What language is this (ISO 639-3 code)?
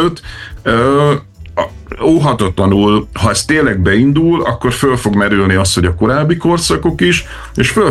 hun